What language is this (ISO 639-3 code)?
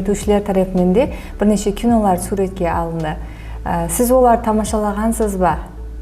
kaa